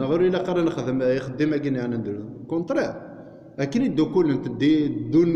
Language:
Kabyle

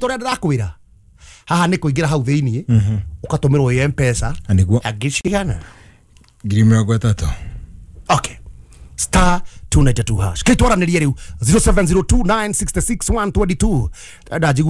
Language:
Kikuyu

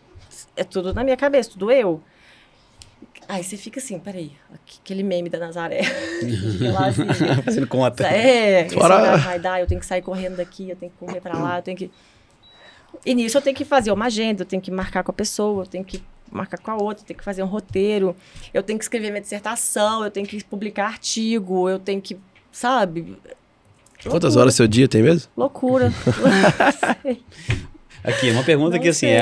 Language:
Portuguese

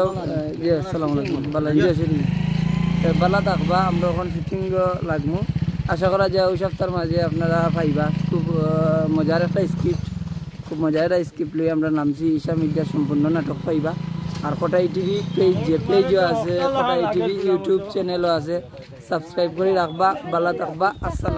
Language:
Sylheti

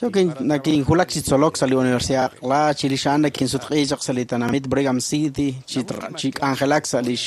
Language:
Kekchí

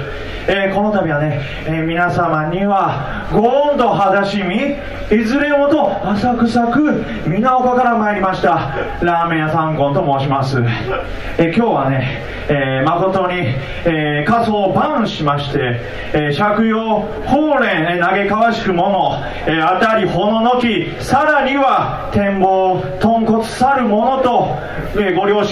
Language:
Japanese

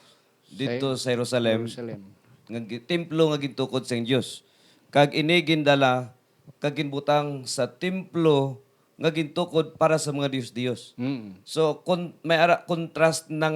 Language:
Hiligaynon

